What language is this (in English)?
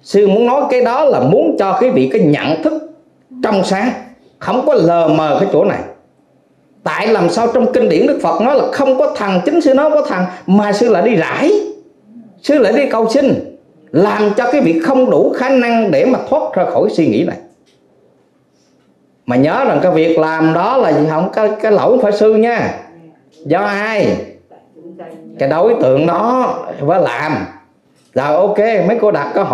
Vietnamese